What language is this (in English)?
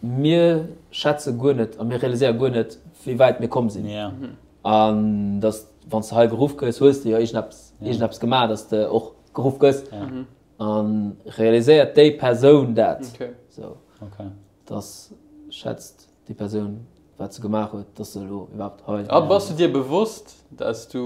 Luxembourgish